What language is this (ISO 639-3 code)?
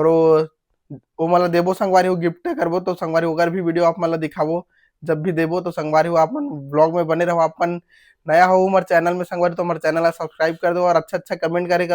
hne